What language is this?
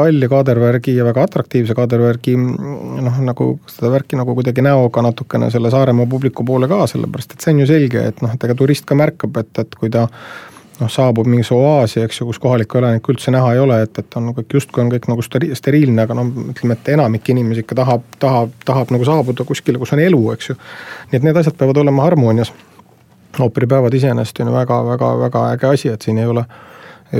Estonian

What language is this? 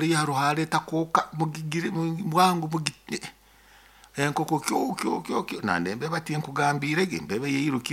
Nyoro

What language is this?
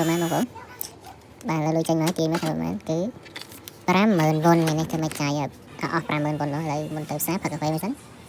Khmer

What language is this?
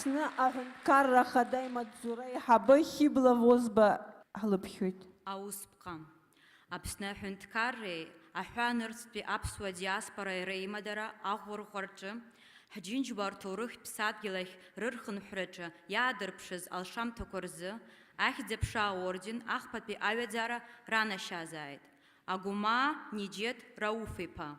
Abkhazian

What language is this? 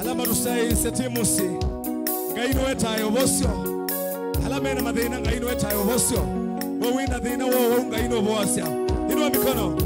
Kamba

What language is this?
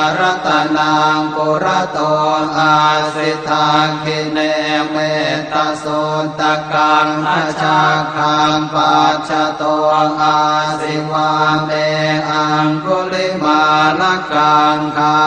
Pali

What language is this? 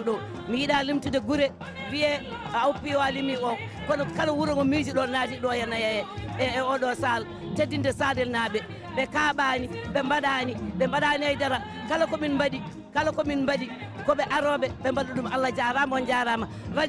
Fula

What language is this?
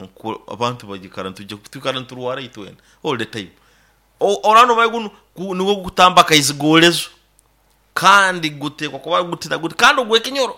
Nyoro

